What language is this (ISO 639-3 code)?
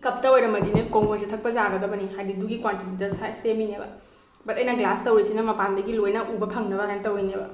mni